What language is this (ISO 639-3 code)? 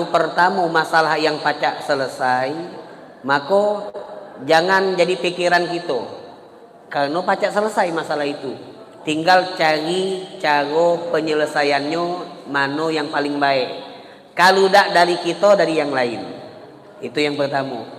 mui